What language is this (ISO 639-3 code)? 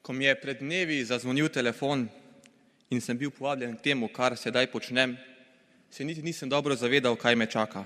slv